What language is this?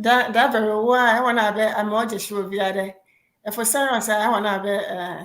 Ewe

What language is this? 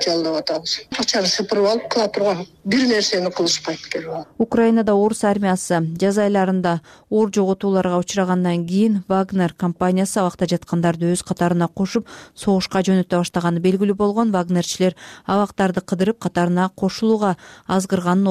Kyrgyz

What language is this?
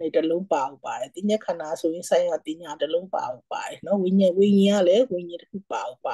Burmese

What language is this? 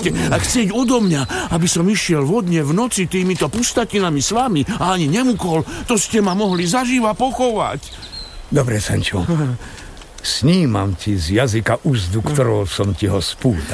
Slovak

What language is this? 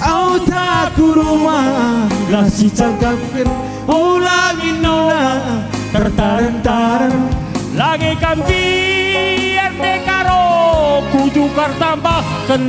Batak Karo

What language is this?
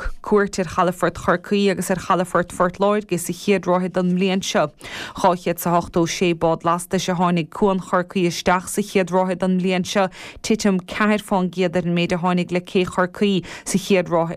Irish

